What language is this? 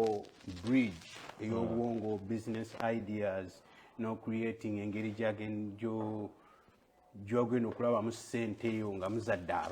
Ganda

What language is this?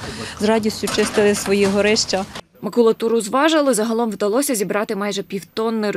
Ukrainian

